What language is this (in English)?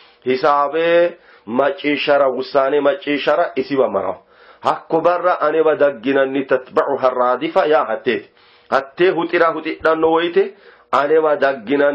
Sidamo